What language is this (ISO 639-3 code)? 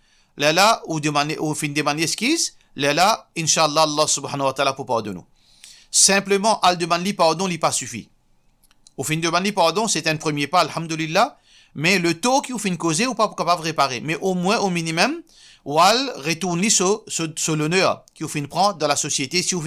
mfe